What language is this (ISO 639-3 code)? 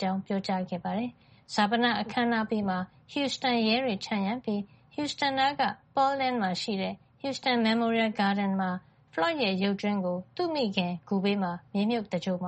mya